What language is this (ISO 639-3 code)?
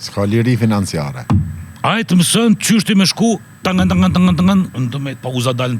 sqi